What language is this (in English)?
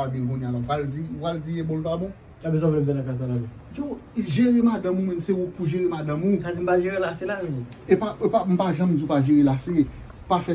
Haitian Creole